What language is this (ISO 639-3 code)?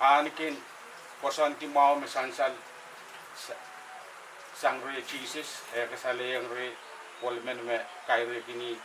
pon